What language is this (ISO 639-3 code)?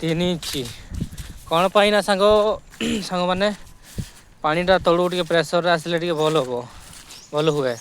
ori